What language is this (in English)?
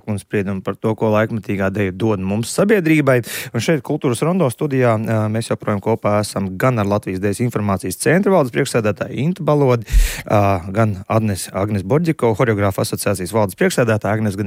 Latvian